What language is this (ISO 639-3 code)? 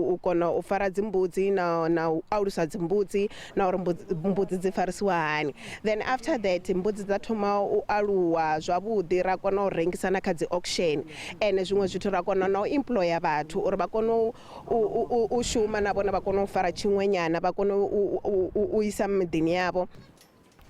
ven